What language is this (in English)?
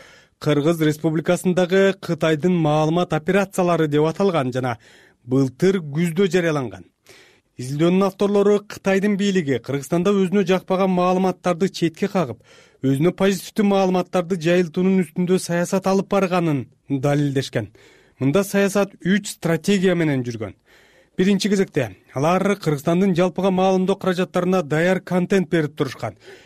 Kyrgyz